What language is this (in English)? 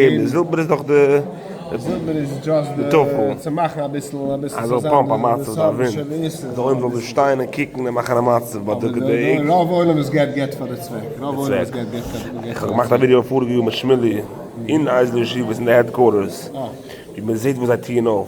Yiddish